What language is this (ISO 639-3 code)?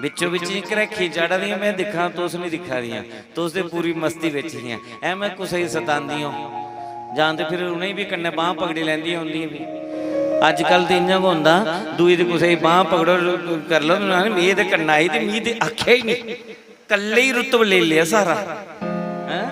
doi